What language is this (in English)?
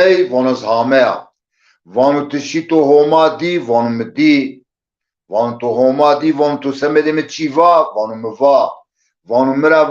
Zaza